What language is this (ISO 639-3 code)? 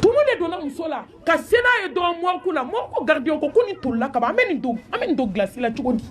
bam